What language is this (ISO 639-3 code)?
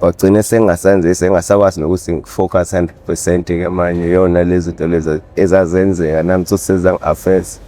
zul